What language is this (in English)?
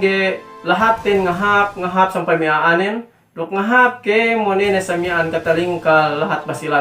Yakan